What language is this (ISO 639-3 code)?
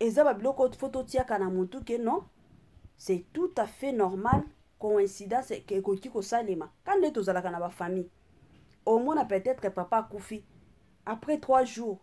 lin